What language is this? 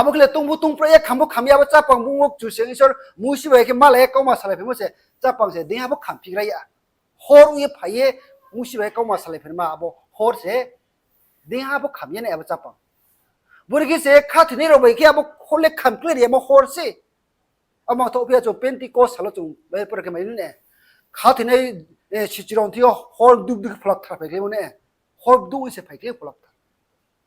Riang (India)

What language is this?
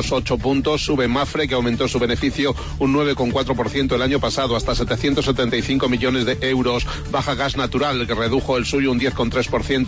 Spanish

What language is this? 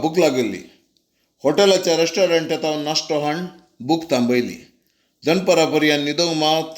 Konkani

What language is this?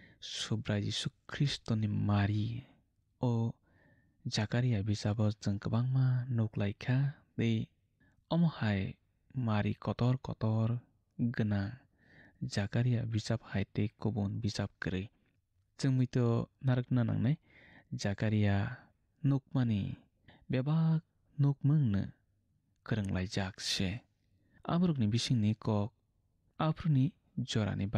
Kok Borok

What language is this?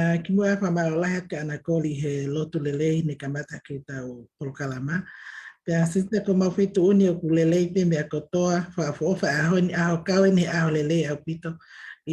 Tongan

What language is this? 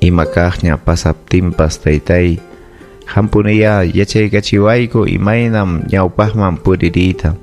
Ayacucho Quechua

